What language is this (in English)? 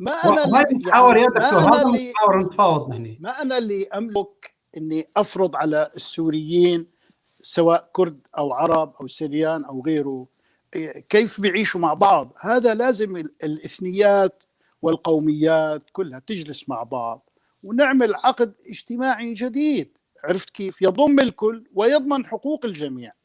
North Levantine Arabic